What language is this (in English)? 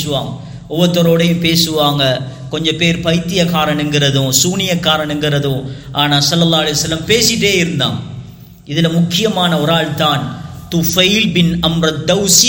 Tamil